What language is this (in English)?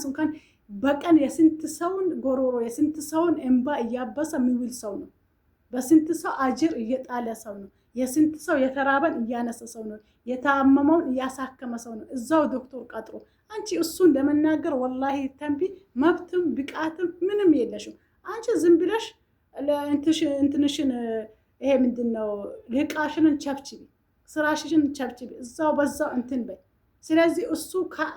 Amharic